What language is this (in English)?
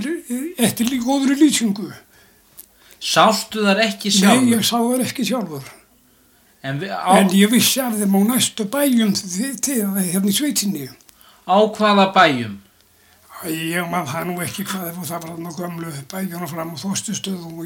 Icelandic